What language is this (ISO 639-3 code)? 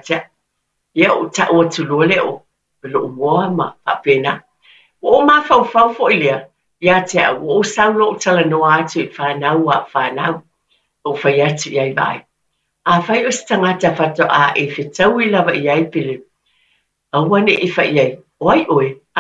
smo